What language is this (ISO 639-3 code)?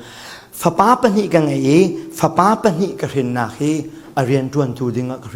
cfm